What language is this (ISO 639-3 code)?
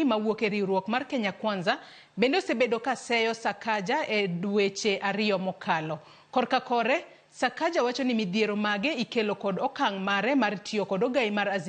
luo